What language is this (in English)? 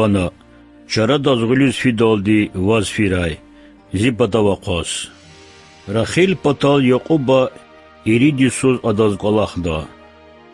Lezghian